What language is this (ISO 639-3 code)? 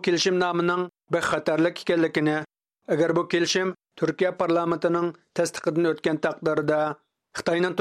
uig